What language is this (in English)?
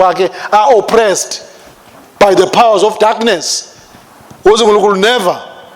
Zulu